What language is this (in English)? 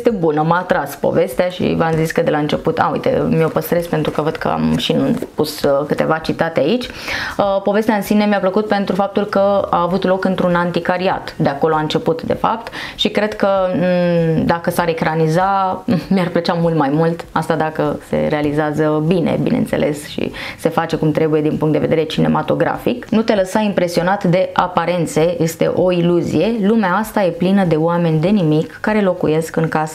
Romanian